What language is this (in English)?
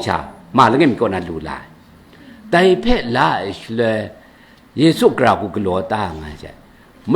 Kachin